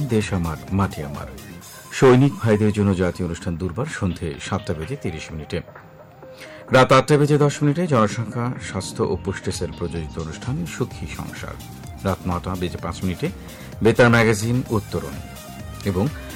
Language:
Bangla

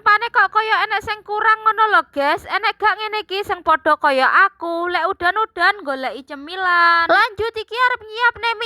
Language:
Javanese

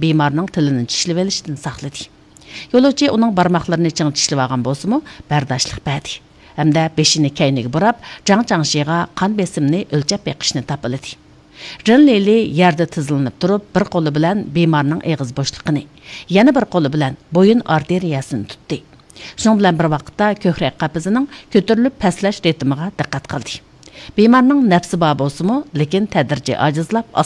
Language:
Uyghur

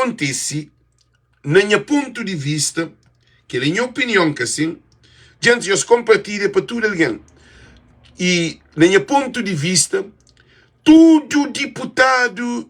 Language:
Kabuverdianu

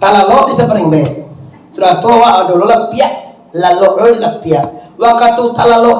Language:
Minangkabau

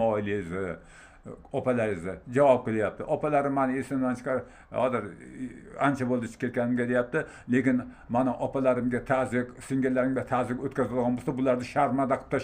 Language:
Uzbek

